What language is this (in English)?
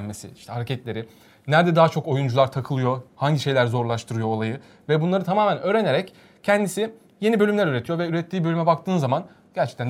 Turkish